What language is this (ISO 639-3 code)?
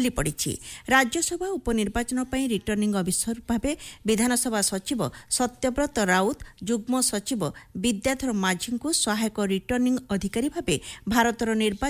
ori